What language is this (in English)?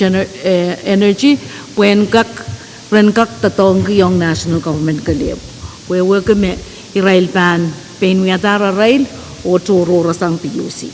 Pohnpeian